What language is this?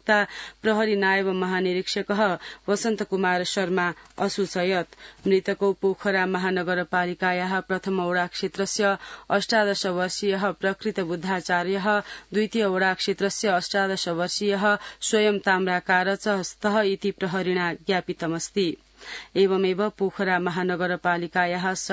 Sanskrit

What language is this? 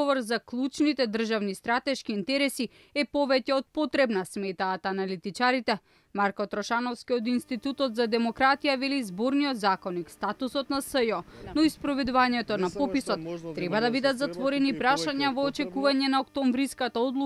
Macedonian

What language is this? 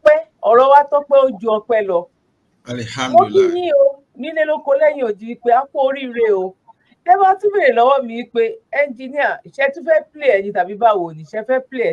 Yoruba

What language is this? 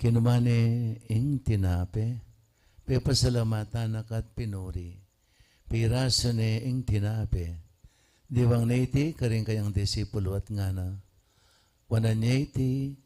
Pampanga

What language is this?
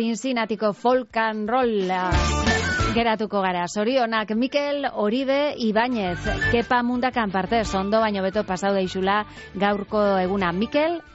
Basque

